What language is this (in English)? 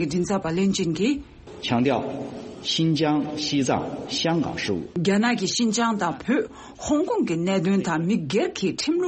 Tibetan